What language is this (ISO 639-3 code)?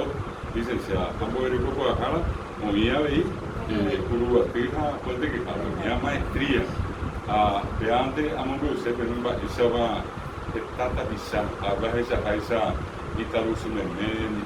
grn